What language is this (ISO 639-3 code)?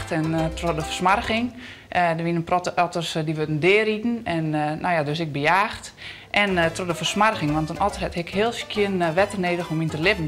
fry